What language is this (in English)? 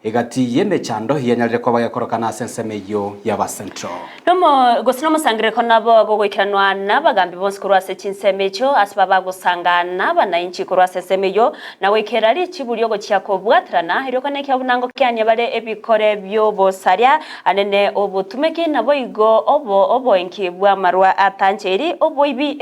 Gusii